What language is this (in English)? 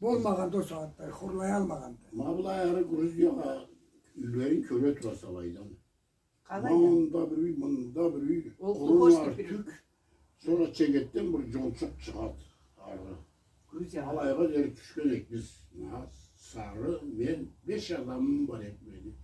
Karachay-Balkar